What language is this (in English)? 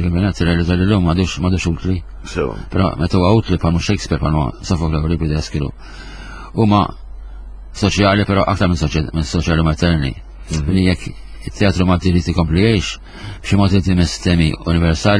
Maltese